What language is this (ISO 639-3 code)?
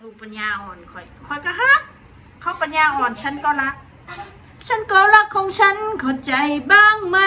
tts